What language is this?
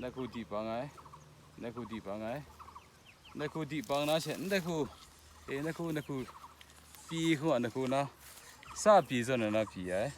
Kachin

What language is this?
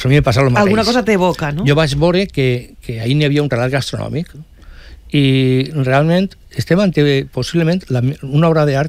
Catalan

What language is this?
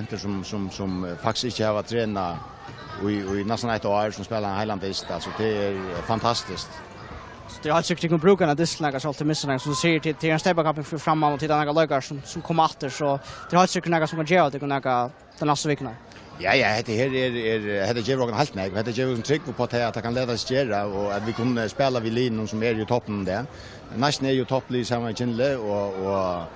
Faroese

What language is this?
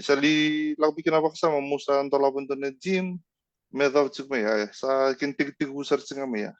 Fijian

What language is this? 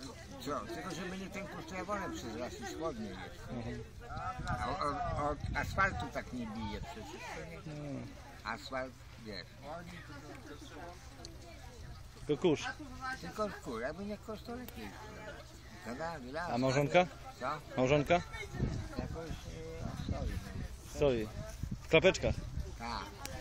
Polish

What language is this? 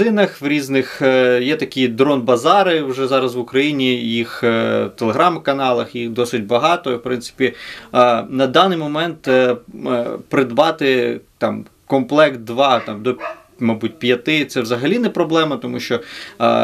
Ukrainian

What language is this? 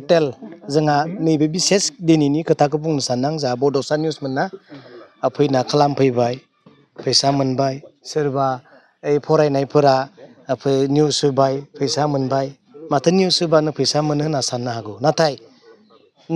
Bodo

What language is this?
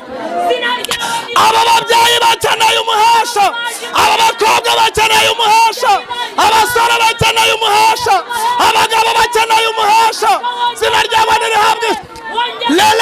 Kinyarwanda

